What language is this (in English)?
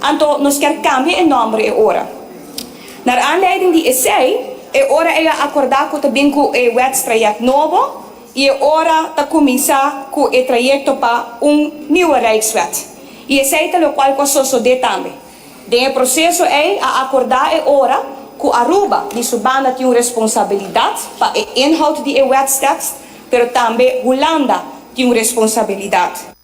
Papiamento